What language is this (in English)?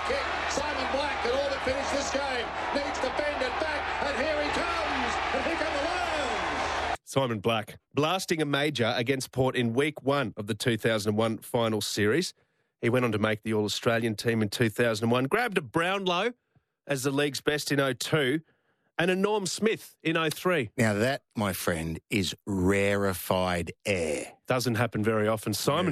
English